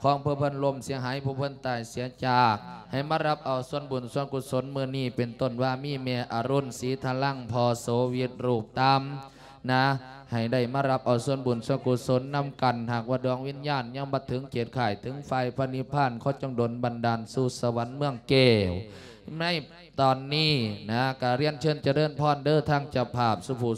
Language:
Lao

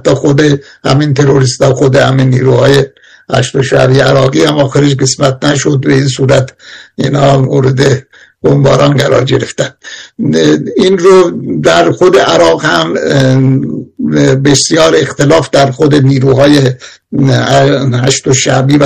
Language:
Persian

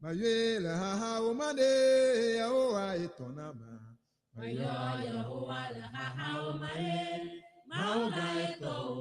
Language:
Ewe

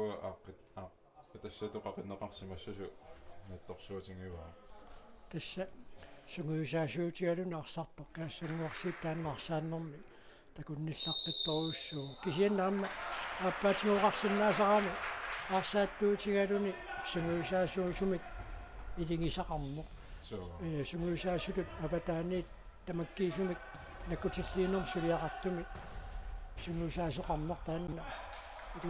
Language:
Kalaallisut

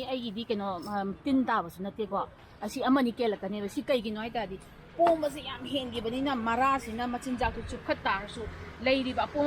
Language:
Manipuri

